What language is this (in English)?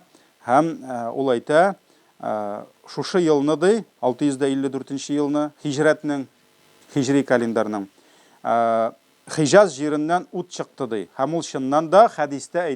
Tatar